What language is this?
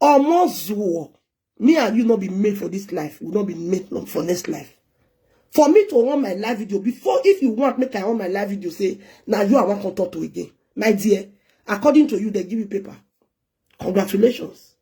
Nigerian Pidgin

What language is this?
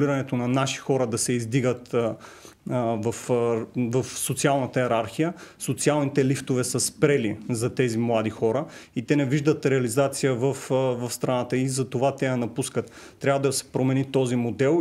Bulgarian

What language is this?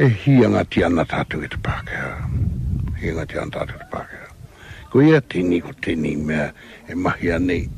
Māori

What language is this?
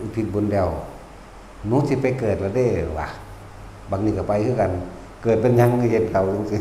Northeastern Thai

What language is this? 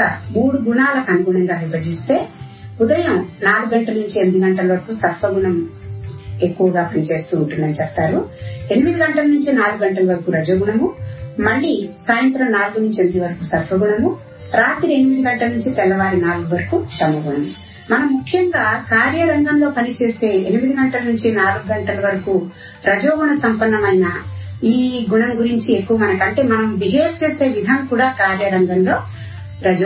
Telugu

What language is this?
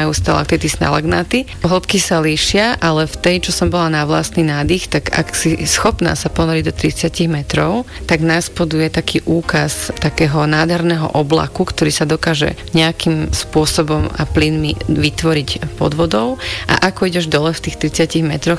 Slovak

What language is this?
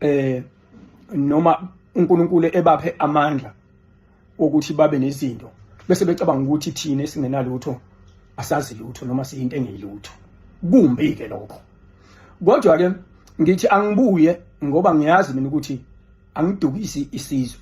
Zulu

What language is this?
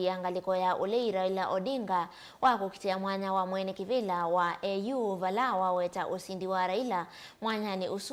Kamba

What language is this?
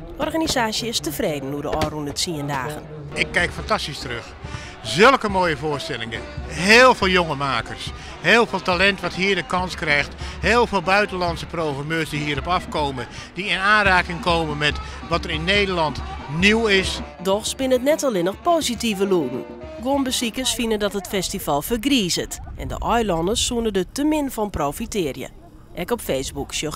Western Frisian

